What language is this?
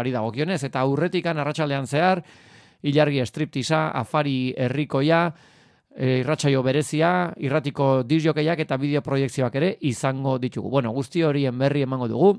Basque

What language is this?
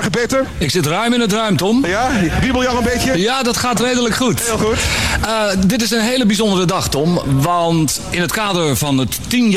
Dutch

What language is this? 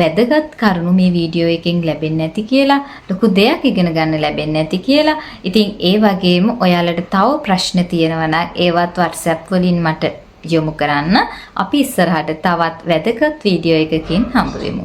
Sinhala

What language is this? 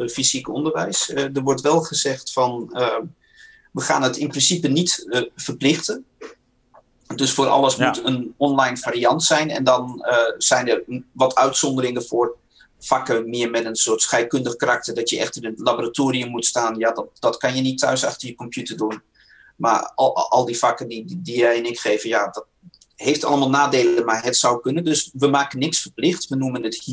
Dutch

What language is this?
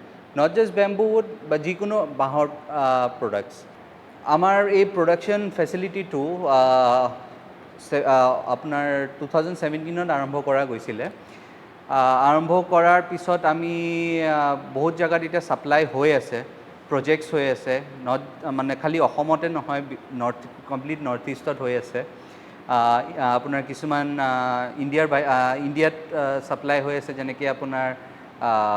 Assamese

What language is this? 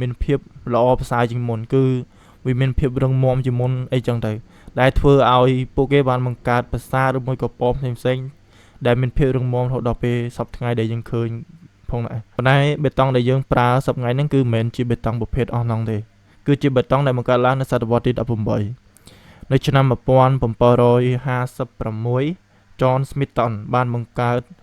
Khmer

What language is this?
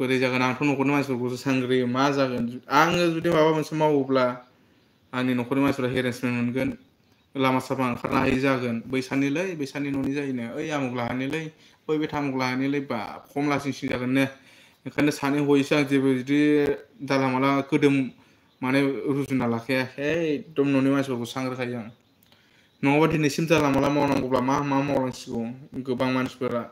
Bodo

